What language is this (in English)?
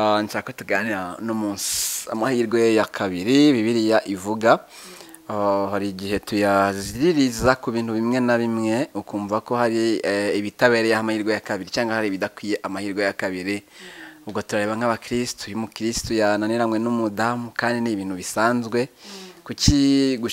Kinyarwanda